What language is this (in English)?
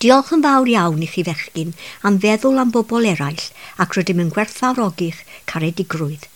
Welsh